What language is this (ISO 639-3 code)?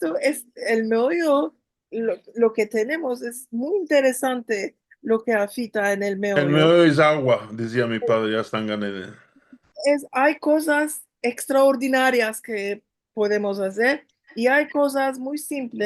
lad